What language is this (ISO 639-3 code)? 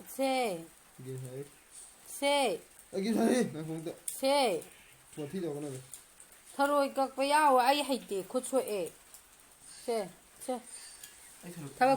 mni